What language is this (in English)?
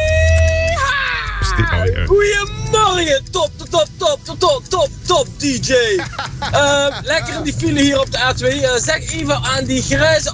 Dutch